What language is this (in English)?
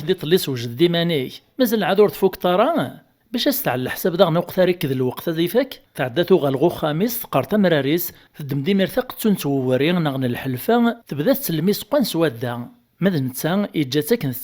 Kabyle